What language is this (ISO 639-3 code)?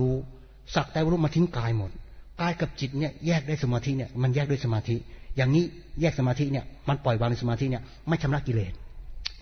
tha